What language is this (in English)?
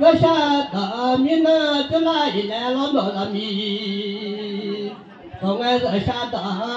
Akha